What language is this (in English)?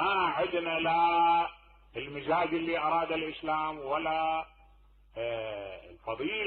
Mesopotamian Arabic